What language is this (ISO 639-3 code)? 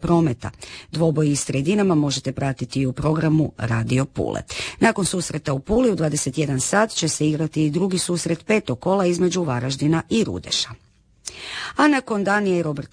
hrv